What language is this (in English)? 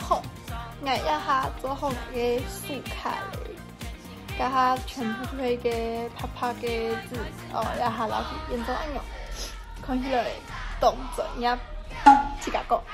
Hakka Chinese